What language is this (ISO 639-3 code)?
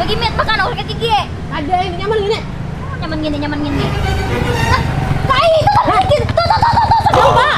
bjn